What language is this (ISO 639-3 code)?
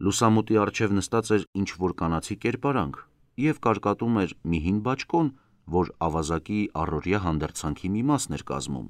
hye